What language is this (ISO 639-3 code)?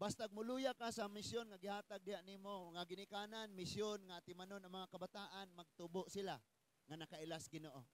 ceb